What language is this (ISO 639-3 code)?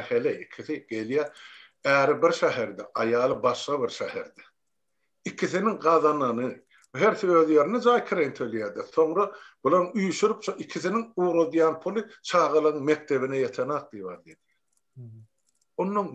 tuk